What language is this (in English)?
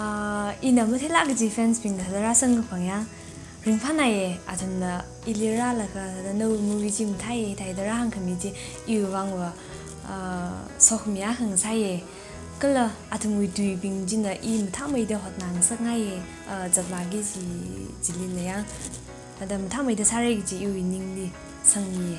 Tangkhul Naga (India)